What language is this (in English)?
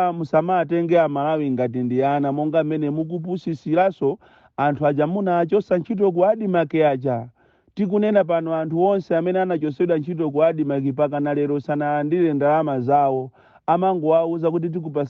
Nyanja